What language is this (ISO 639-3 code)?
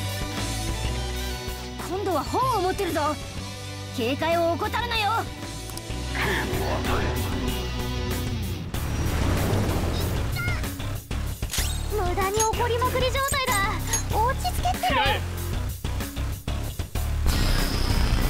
jpn